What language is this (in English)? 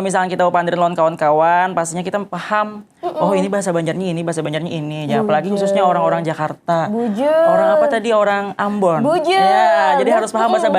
Banjar